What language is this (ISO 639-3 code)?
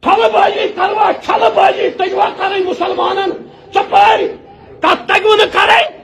kas